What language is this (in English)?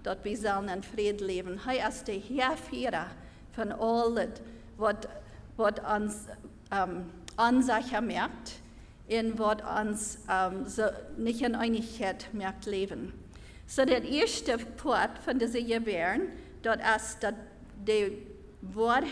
Plautdietsch